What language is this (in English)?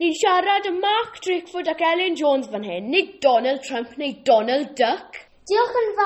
Welsh